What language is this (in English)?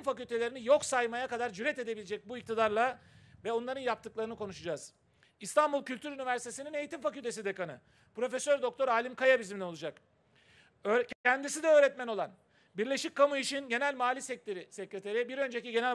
Turkish